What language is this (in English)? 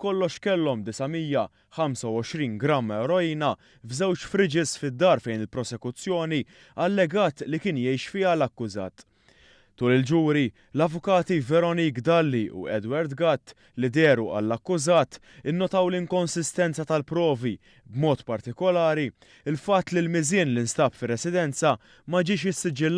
Maltese